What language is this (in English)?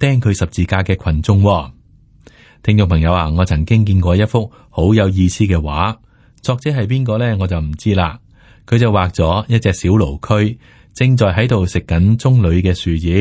Cantonese